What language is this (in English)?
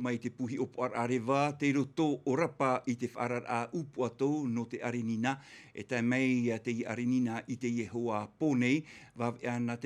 Tahitian